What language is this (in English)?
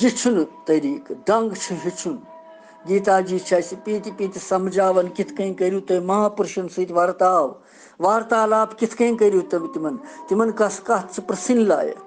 Kashmiri